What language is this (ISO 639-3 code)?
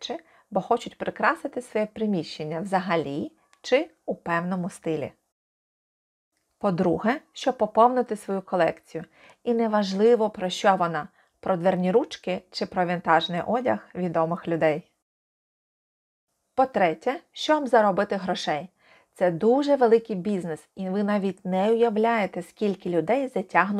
ukr